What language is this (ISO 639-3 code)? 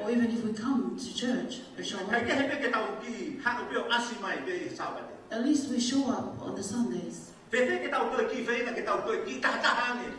ton